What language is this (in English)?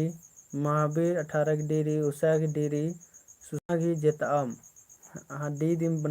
Kurukh